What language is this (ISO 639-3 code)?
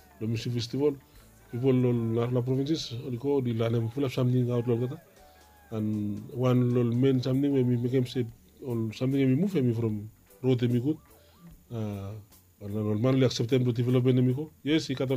bis